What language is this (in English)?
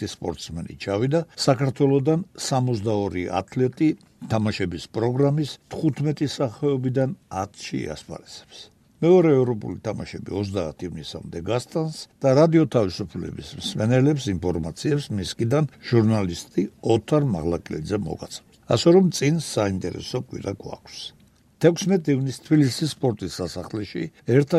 Georgian